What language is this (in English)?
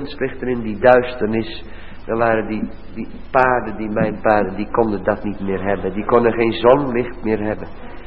Dutch